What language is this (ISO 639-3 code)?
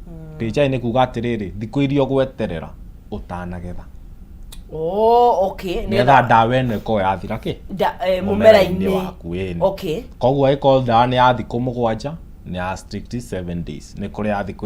kik